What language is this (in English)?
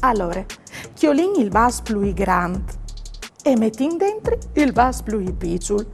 Friulian